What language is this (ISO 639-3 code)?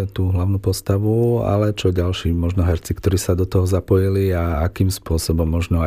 slk